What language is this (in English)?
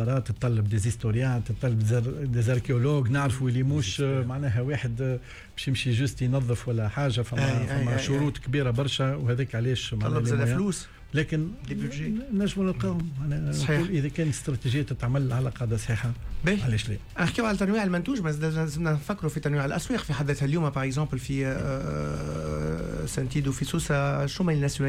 Tunisian Arabic